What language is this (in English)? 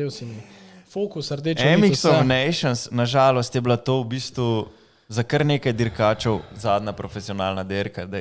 Slovenian